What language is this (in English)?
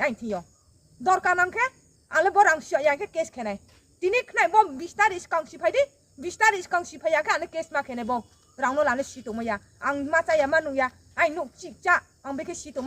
Riang (India)